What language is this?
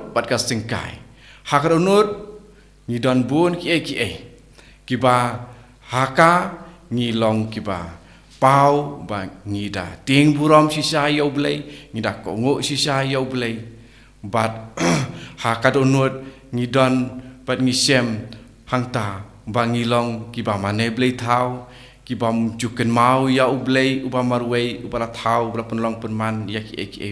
Khasi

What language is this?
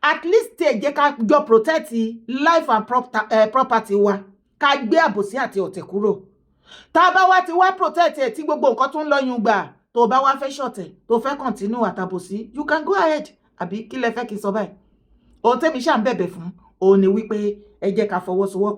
Yoruba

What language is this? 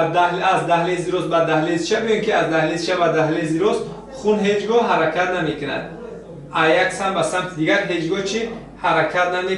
Tajik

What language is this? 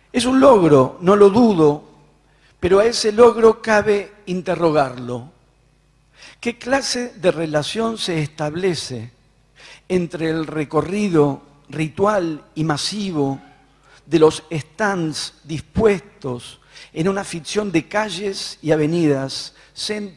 Spanish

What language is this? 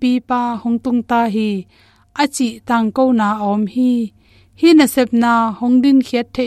Tedim Chin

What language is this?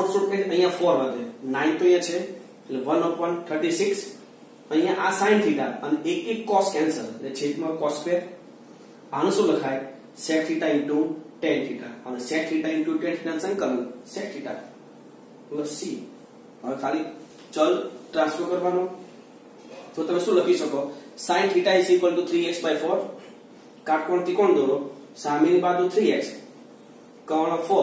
Gujarati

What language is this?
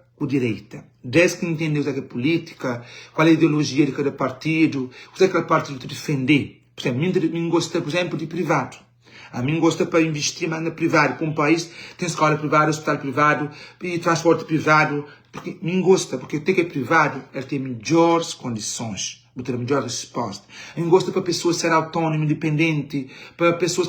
Kabuverdianu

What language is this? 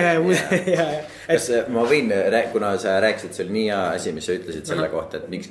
Estonian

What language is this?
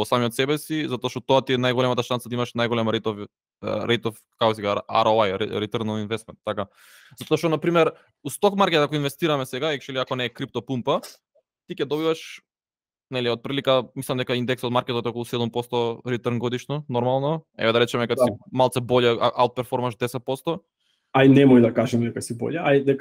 Macedonian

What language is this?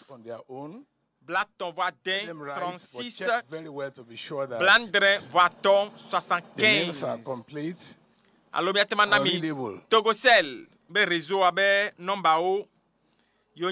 Ewe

